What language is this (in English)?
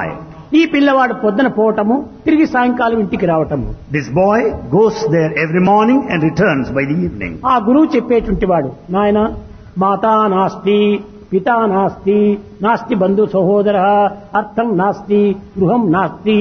Telugu